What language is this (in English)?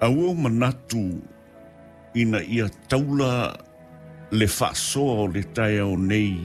Samoan